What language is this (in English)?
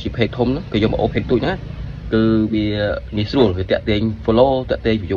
Khmer